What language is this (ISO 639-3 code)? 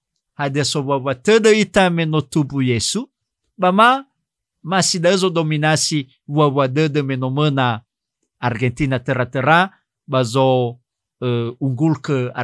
nia